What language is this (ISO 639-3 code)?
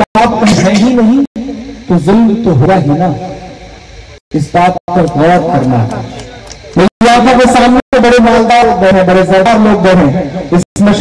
hin